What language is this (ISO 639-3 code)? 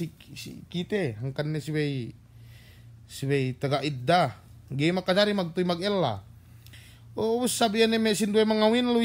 yka